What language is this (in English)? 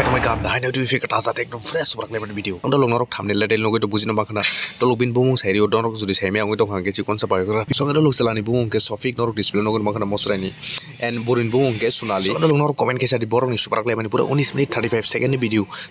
Kok Borok